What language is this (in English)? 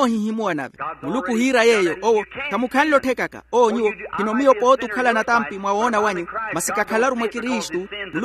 Makhuwa